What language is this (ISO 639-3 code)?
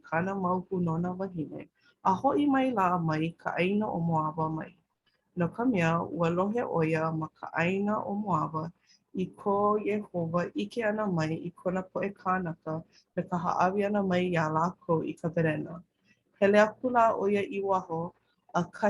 haw